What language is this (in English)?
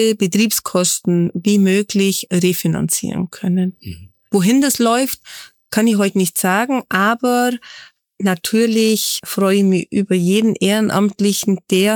German